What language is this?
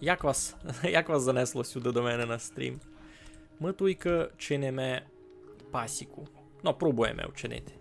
Rusyn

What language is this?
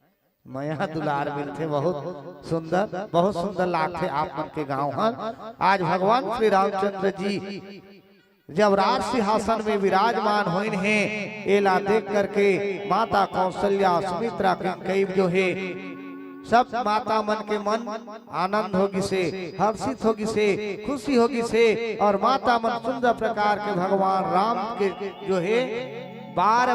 Chhattisgarhi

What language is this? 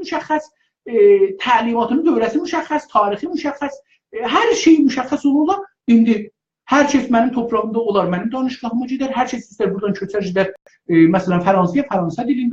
South Azerbaijani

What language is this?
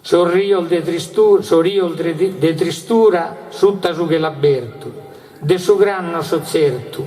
Sardinian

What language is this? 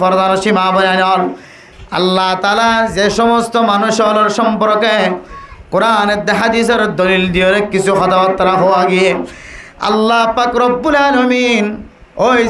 Rohingya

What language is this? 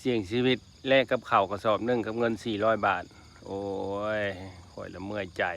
Lao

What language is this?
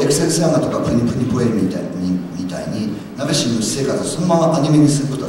Japanese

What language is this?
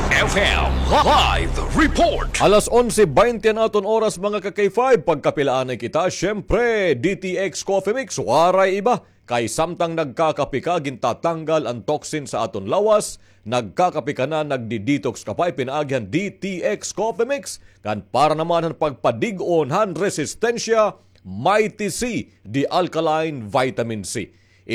Waray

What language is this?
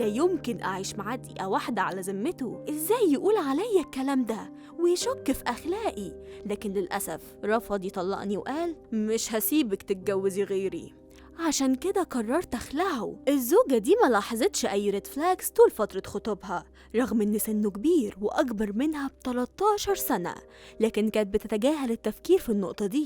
Egyptian Arabic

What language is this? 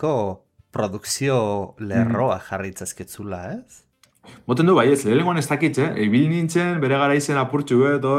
Basque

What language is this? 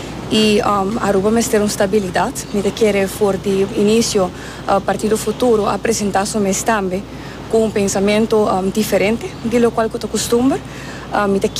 Papiamento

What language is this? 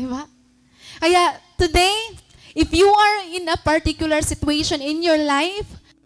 Waray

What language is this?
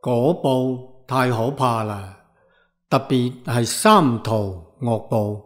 Cantonese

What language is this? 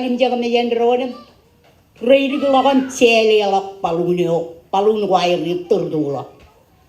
Marshallese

